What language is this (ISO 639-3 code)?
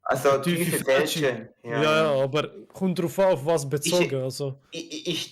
gsw